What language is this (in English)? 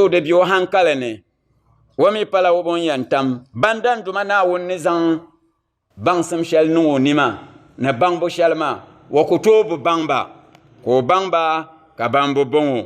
Dagbani